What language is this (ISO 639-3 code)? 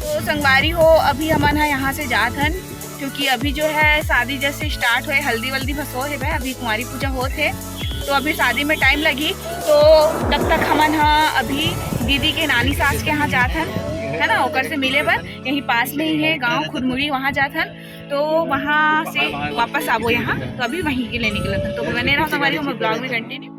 hne